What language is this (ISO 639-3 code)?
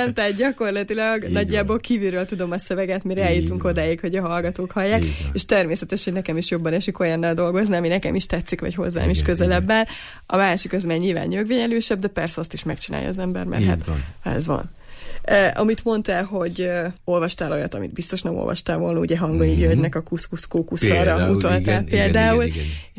hun